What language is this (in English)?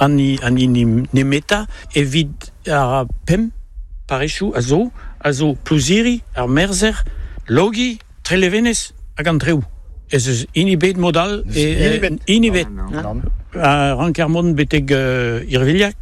Breton